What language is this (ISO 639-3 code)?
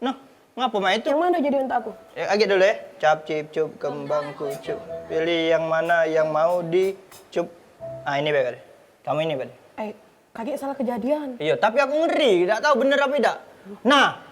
mui